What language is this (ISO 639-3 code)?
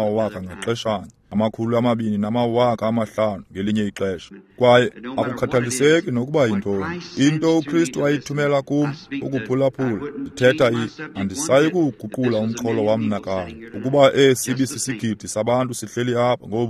xho